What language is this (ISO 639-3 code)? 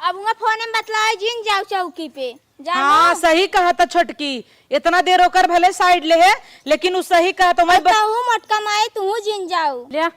awa